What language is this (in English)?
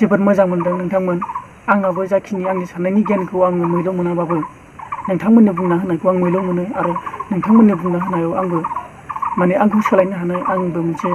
Bodo